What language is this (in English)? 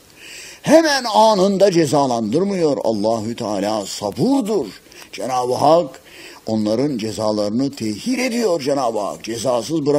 Turkish